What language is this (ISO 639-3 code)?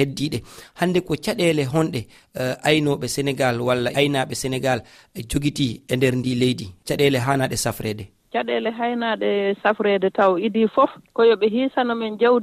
ful